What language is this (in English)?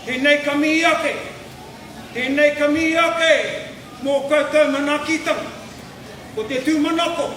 Māori